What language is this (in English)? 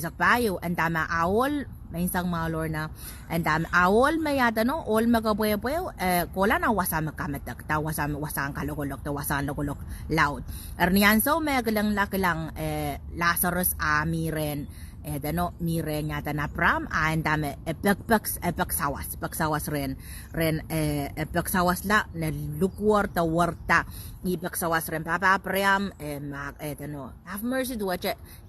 Pohnpeian